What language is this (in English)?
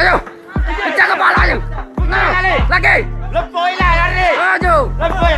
Musi